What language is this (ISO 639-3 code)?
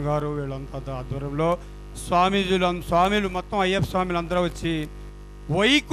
tel